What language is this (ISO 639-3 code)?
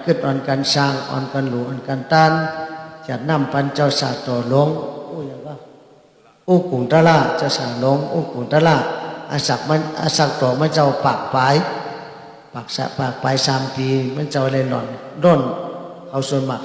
shn